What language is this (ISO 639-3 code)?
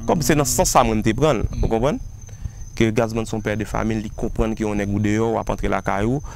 hat